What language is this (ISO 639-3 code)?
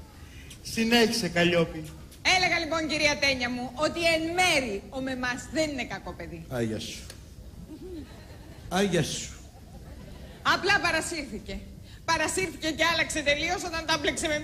ell